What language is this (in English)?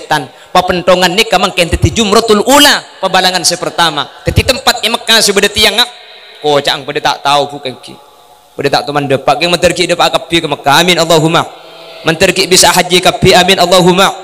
Madurese